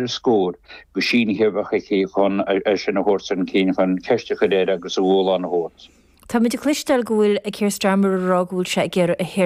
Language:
Irish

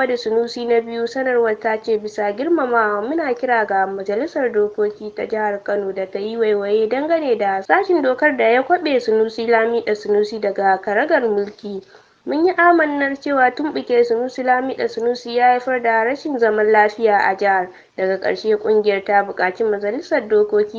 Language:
Hausa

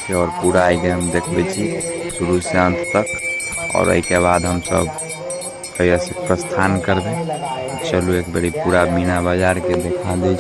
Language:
Maithili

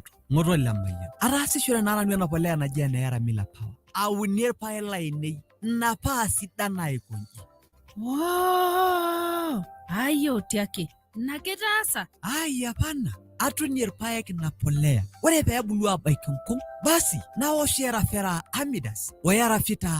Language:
Masai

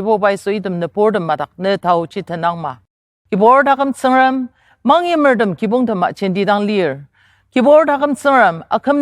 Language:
Ao Naga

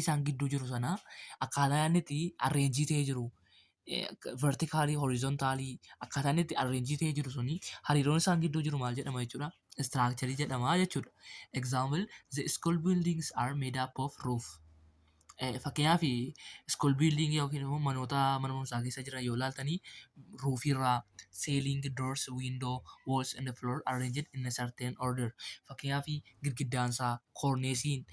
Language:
Oromo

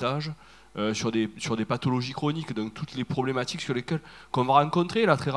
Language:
French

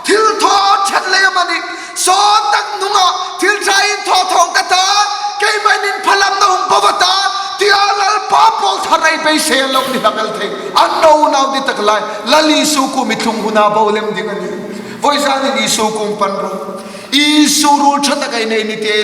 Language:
Hmar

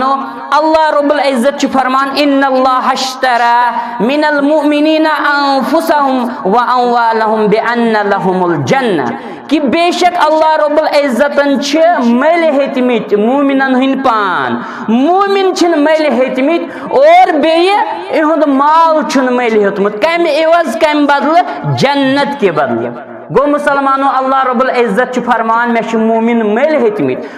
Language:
Kashmiri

